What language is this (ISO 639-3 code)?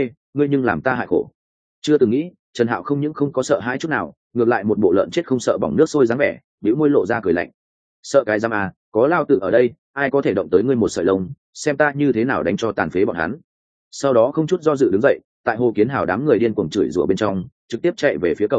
vie